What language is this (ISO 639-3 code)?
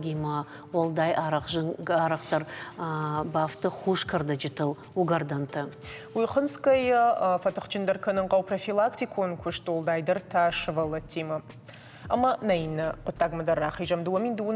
oss